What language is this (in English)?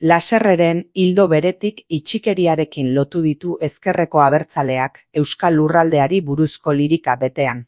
Basque